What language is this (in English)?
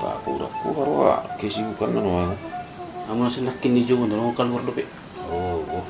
Batak Toba